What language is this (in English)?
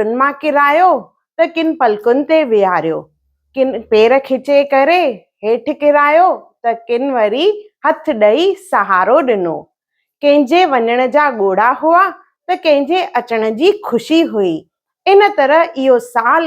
Sindhi